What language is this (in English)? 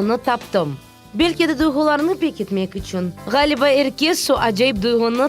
Crimean Tatar